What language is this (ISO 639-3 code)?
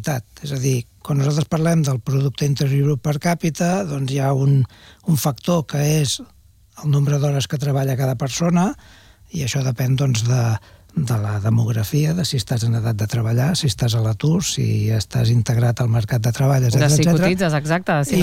cat